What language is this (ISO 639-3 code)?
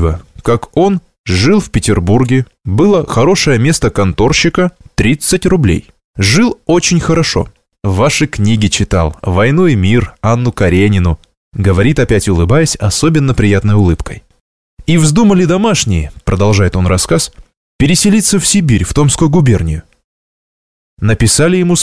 rus